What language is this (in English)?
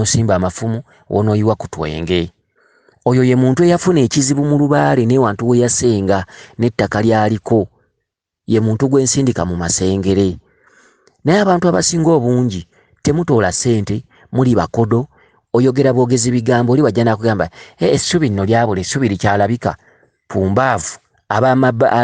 Ganda